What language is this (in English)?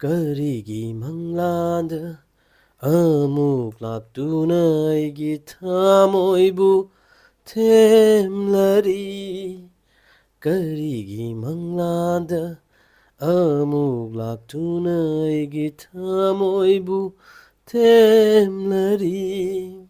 Manipuri